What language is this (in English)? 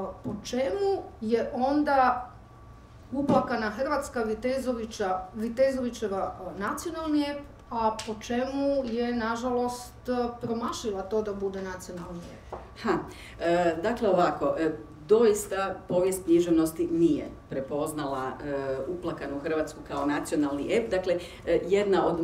Croatian